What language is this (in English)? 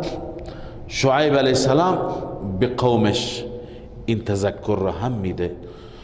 Persian